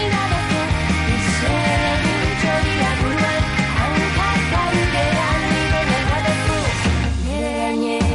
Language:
Basque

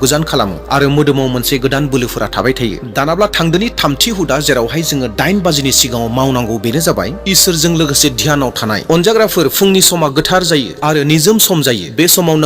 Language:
Bodo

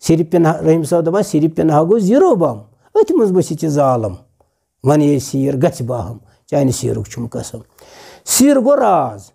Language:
Kashmiri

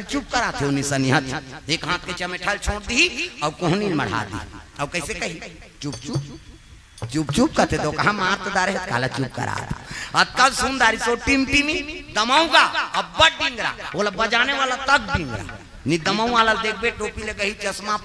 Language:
Chhattisgarhi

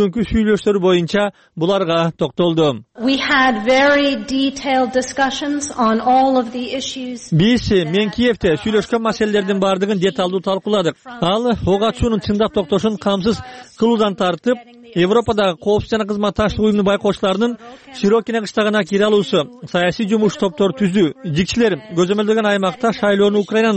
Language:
Kyrgyz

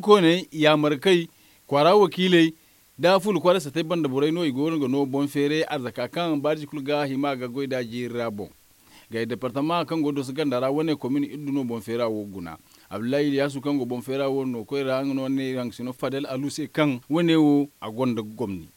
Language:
Zarma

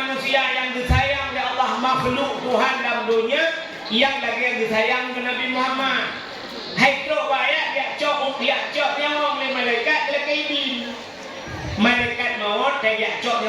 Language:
Achinese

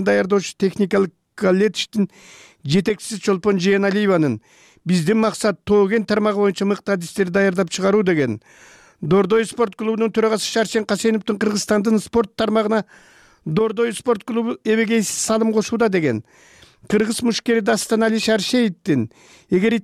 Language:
Kyrgyz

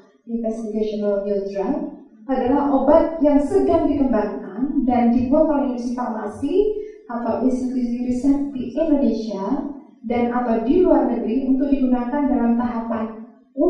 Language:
Indonesian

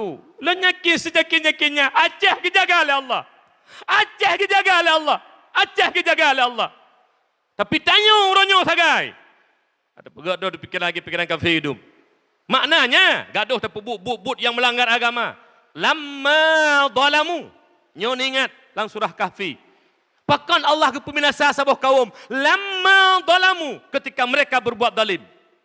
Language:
Achinese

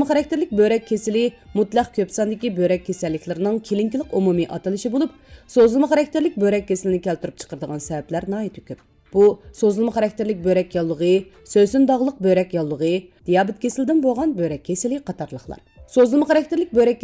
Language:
Uyghur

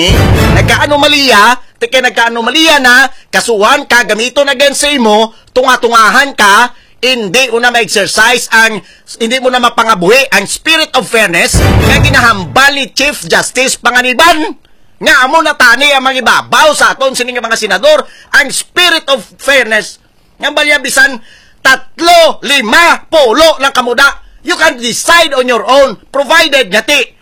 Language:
Hiligaynon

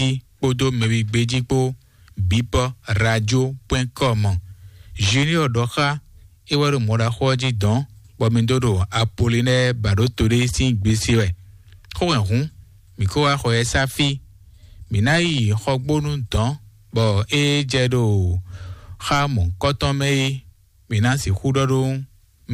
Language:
Fon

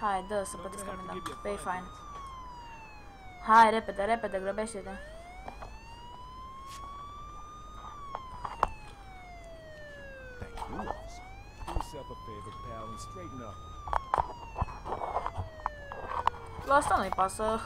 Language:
Romanian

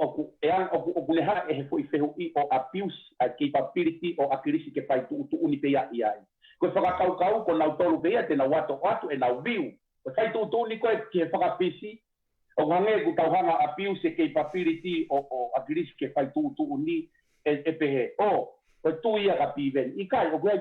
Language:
Tongan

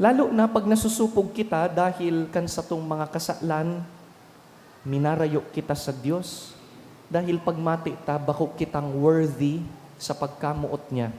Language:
Bikol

